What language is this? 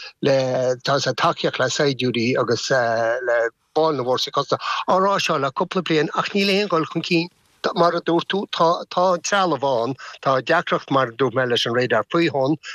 Irish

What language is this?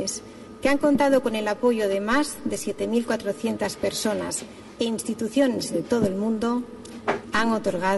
Spanish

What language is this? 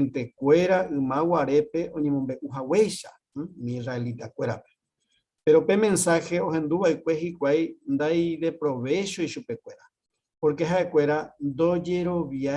Guarani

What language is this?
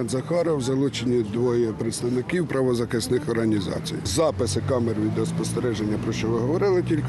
Ukrainian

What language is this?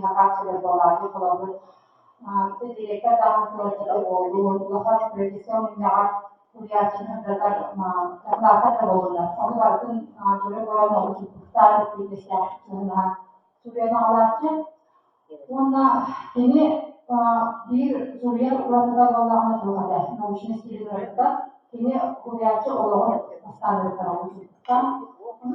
Yakut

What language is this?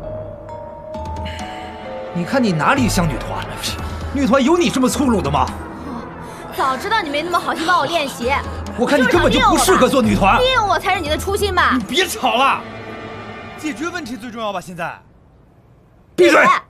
Chinese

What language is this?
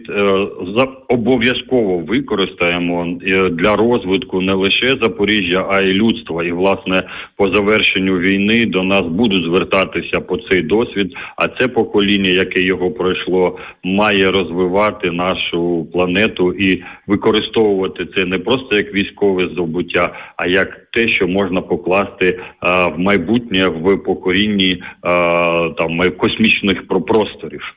Ukrainian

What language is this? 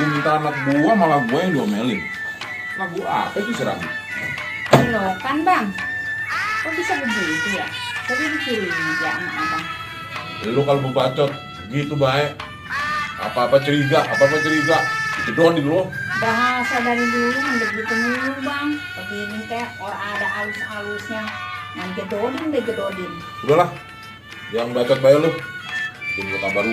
Betawi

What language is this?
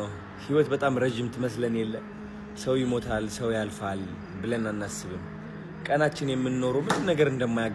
Amharic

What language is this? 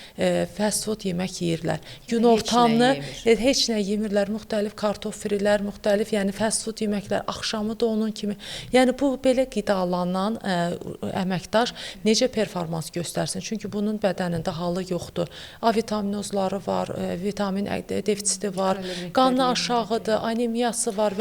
Azerbaijani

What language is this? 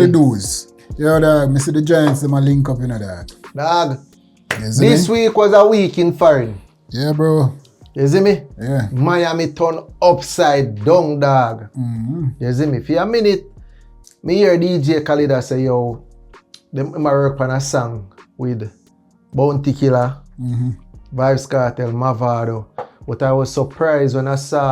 Jamaican Creole English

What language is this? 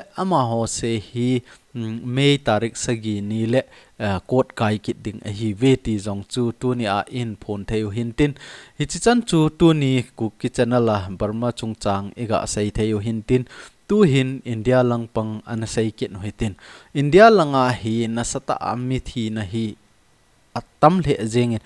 Thado Chin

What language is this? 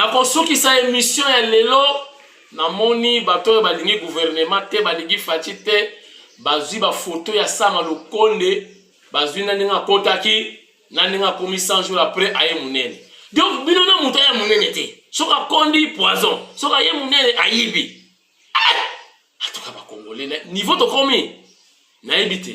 Lingala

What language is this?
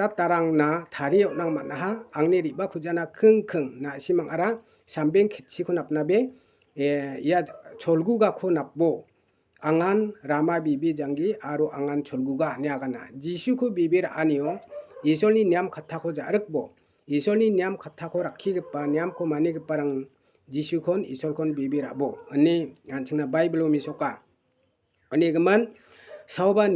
Garo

